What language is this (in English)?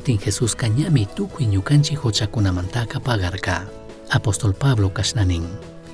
Chimborazo Highland Quichua